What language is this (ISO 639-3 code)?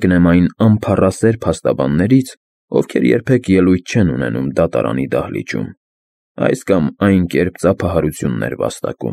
hye